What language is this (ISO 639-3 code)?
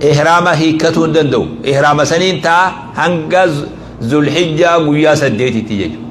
orm